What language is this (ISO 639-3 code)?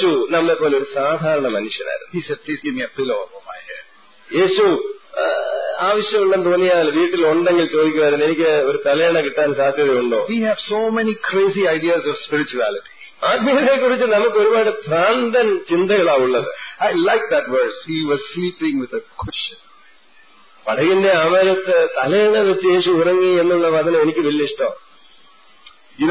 mal